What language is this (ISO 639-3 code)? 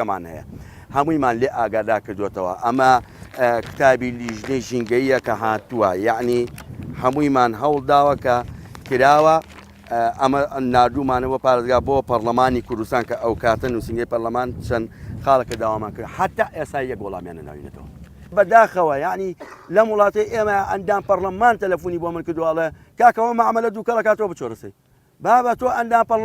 ckb